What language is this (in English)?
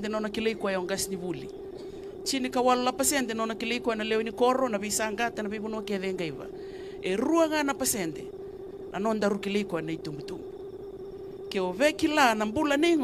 Fijian